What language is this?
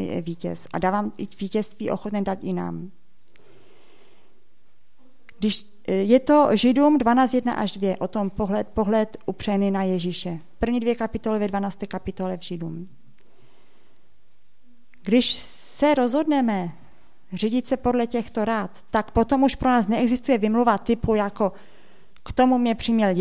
Czech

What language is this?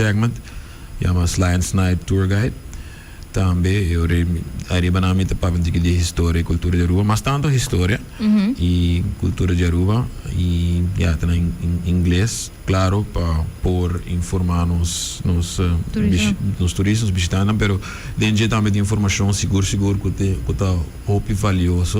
Papiamento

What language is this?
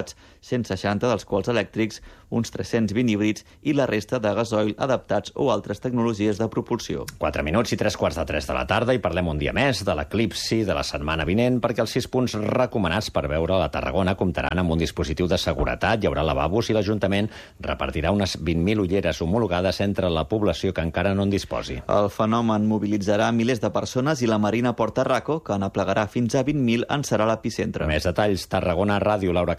Catalan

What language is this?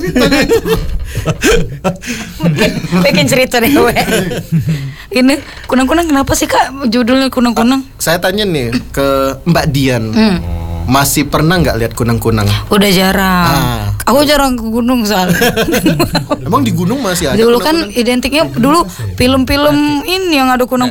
Indonesian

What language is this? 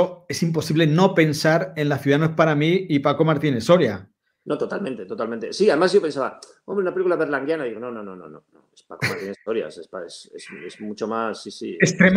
Spanish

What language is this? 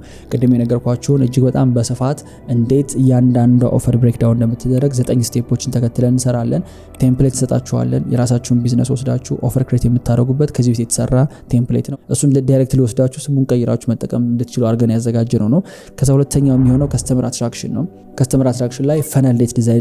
Amharic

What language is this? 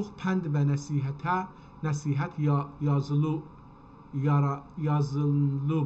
South Azerbaijani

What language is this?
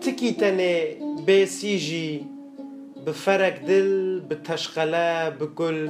Kurdish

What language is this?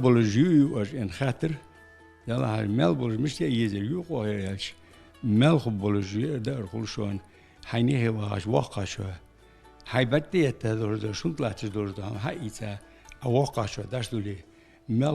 Ingush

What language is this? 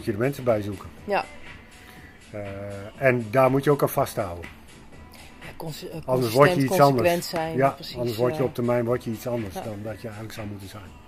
Dutch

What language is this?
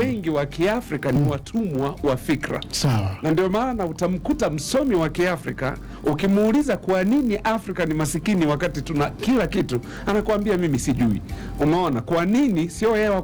Swahili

